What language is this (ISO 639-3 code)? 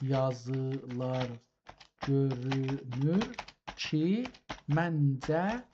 azb